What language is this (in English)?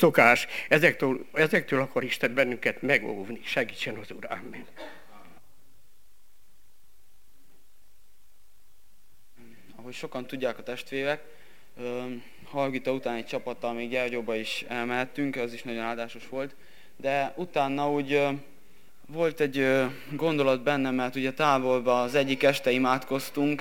Hungarian